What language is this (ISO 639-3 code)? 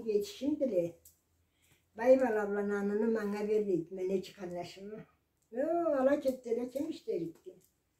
krc